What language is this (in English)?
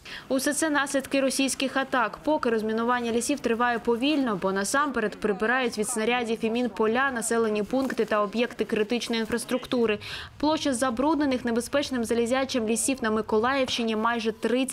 Ukrainian